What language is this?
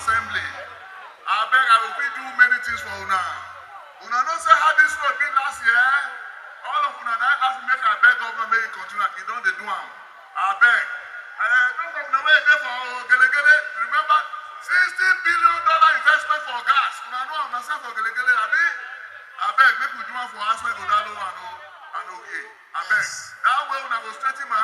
Nigerian Pidgin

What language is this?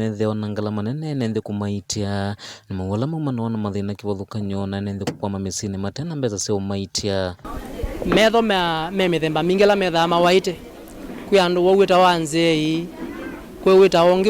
Kamba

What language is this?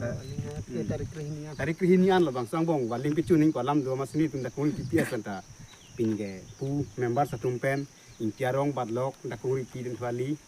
Karbi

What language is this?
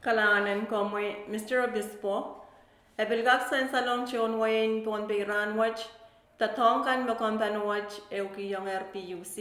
Pohnpeian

